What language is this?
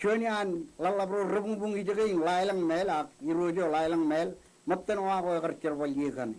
Marshallese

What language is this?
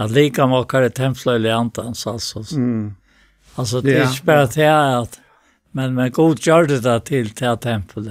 Faroese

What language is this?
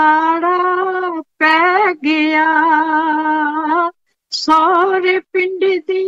Punjabi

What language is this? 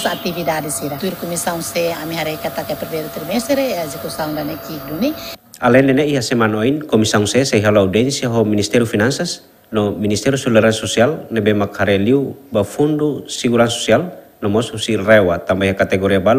Tetum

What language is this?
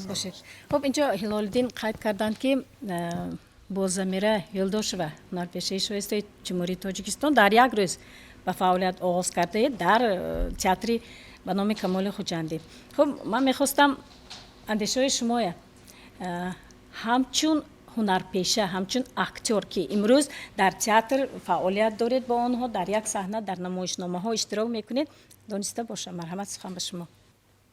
Tajik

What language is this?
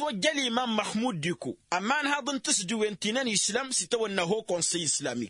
Tamasheq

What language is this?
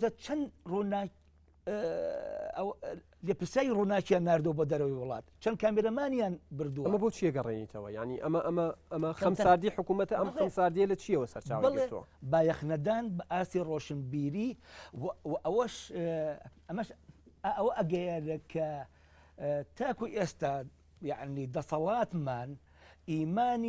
Central Kurdish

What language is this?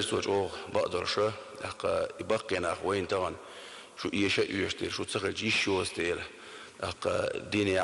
Chechen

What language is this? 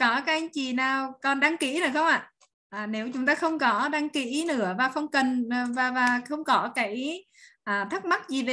Vietnamese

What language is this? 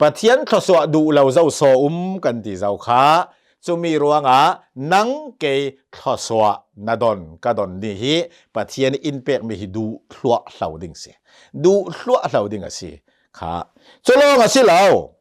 Hakha Chin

